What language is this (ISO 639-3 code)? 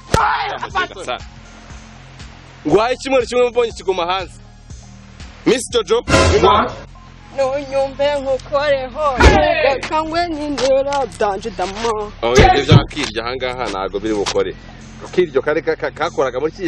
kin